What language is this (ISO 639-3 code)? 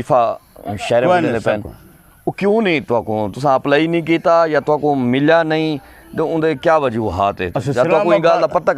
skr